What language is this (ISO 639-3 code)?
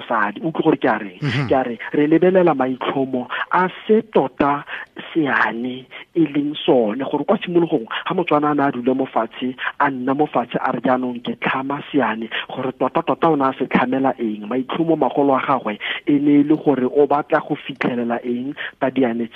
tsn